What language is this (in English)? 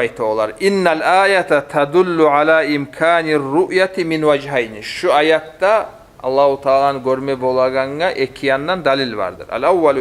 Kumyk